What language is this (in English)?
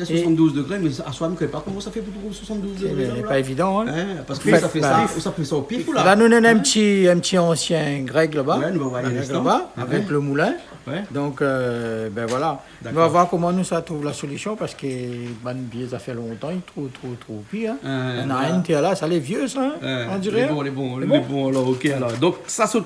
Réunion Creole French